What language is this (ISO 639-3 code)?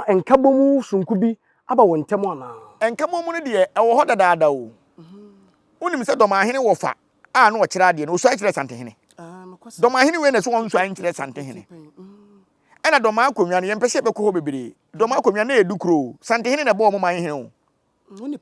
aka